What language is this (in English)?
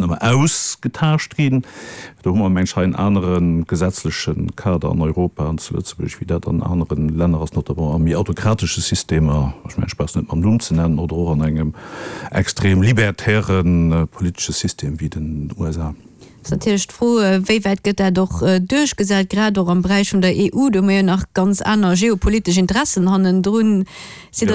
Luxembourgish